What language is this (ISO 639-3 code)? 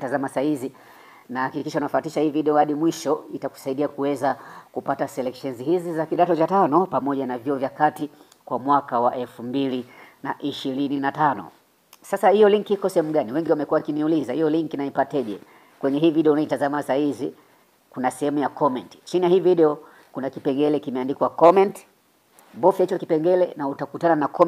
swa